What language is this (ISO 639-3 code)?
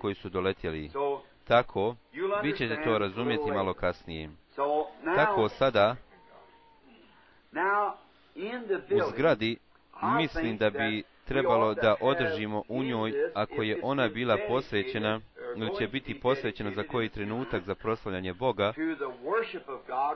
bos